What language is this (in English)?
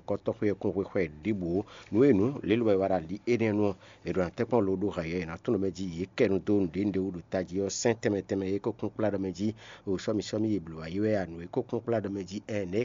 Fon